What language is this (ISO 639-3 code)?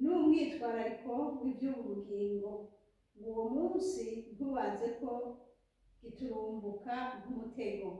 run